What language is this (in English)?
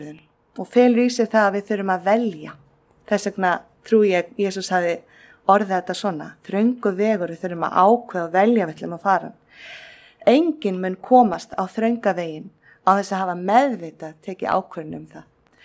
Icelandic